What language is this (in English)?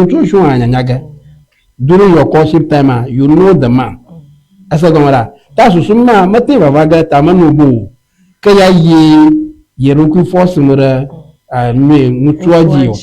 Ewe